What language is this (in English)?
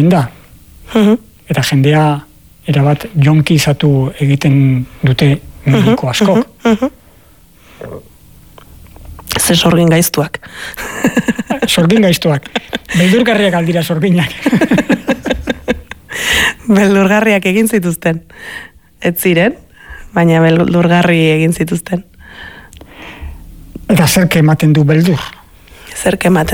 Basque